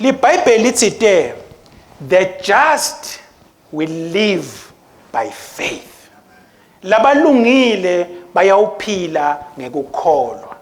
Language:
Swati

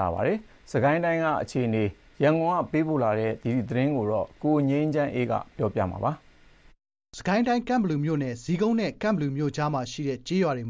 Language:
Burmese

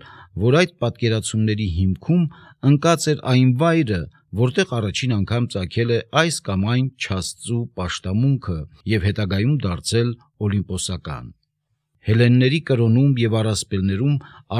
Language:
Armenian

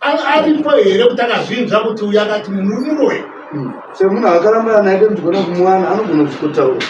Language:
Shona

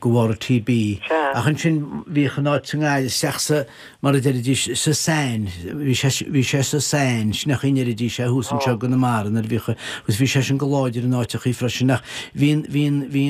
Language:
Irish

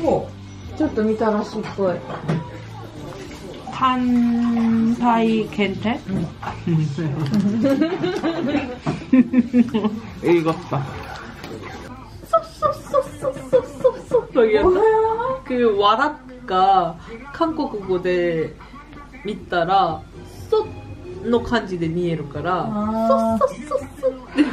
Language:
Japanese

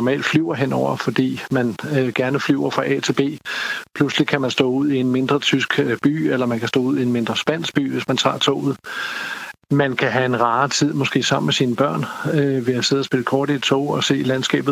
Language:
Danish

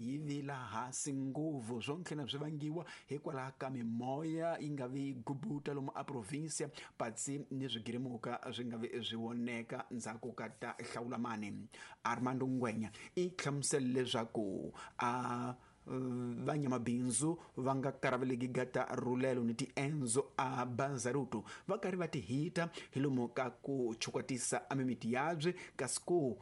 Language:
Tsonga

